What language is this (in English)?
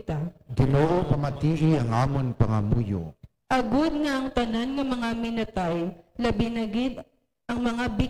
Hiligaynon